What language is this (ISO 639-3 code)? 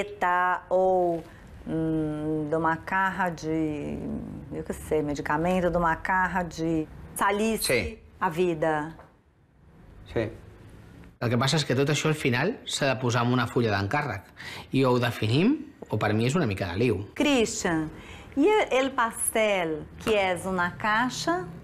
cat